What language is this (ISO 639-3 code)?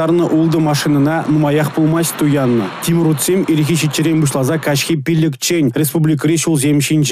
chv